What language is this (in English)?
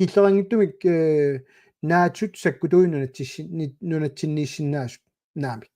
Kalaallisut